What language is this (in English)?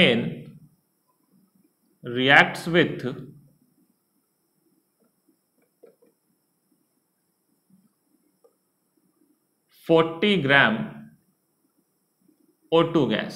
Hindi